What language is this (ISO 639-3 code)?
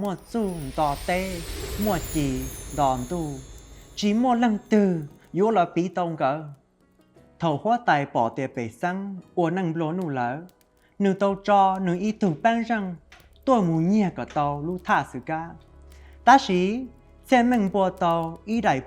hmn